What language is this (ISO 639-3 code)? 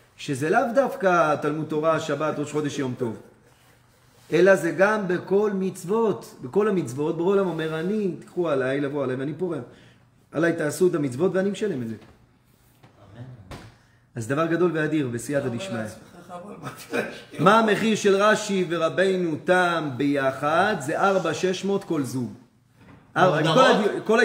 heb